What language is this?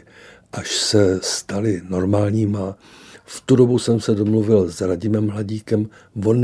Czech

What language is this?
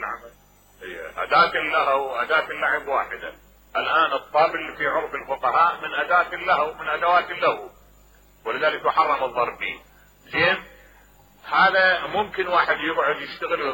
Mesopotamian Arabic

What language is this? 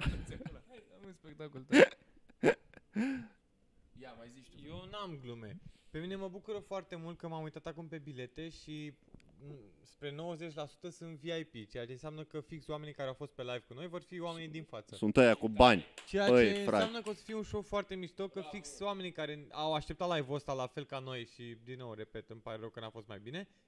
Romanian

